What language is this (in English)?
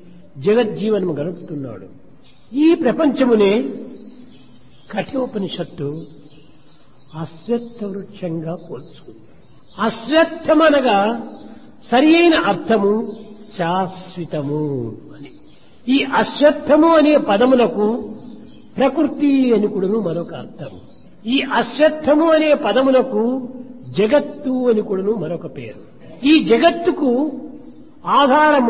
Telugu